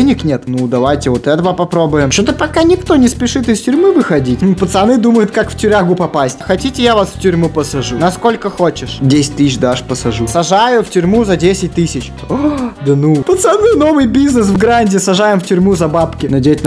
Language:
Russian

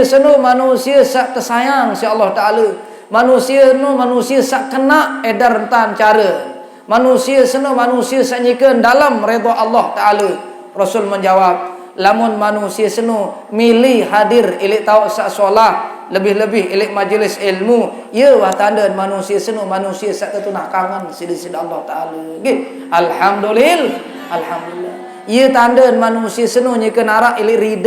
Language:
Sasak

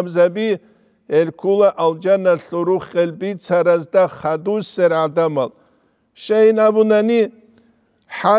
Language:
Avaric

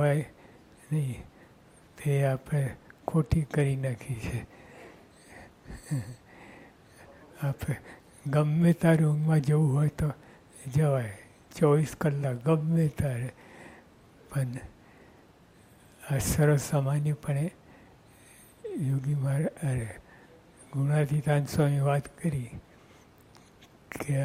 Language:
Gujarati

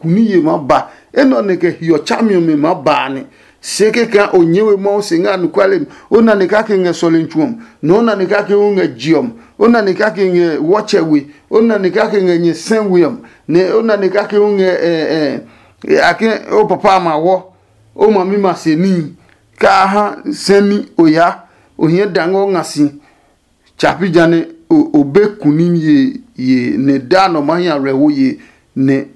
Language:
Adangme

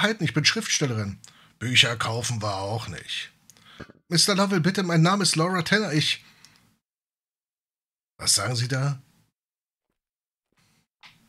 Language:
German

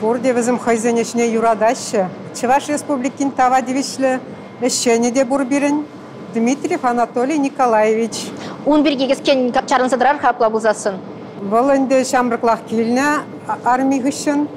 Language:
Chuvash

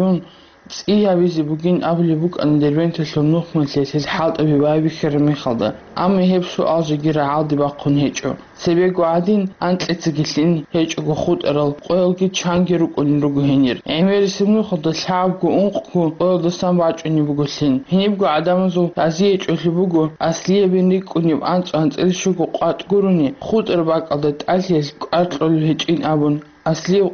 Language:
Avaric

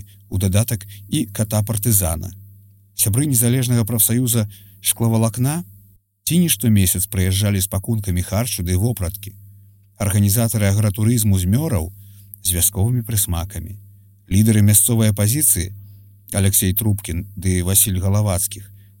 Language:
Belarusian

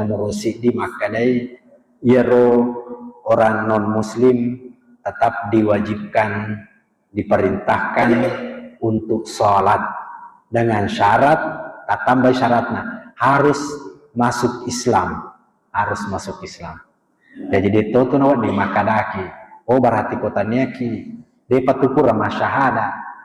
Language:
Buginese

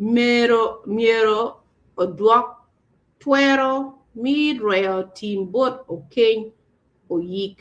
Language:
Acoli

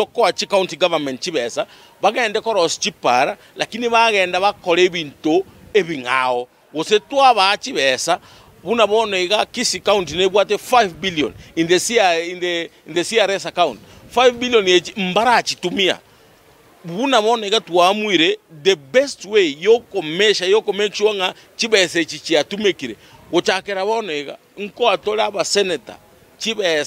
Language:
Gusii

